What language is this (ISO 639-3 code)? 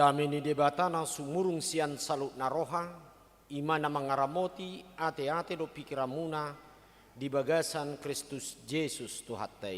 bbc